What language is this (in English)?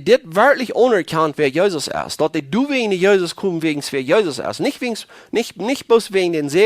Plautdietsch